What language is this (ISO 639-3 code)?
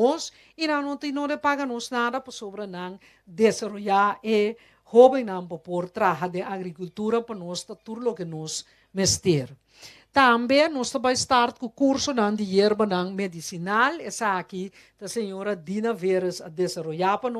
pap